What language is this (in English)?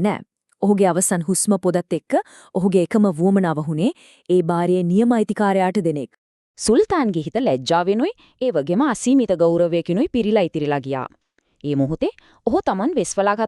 Sinhala